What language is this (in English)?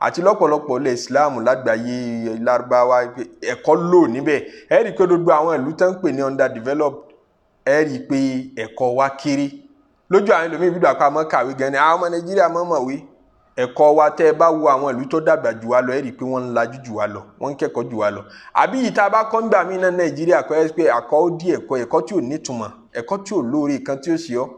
Yoruba